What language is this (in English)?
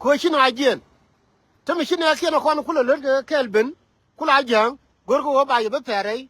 Nuer